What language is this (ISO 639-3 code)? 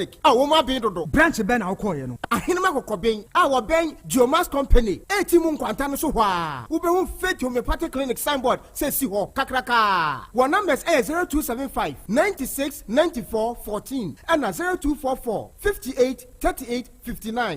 aka